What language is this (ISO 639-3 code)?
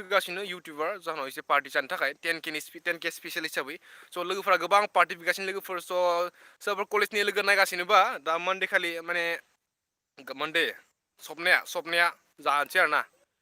brx